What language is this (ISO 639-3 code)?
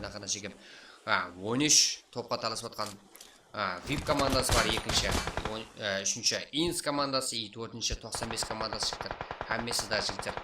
kaa